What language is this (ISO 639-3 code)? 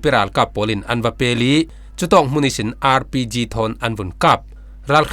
cfm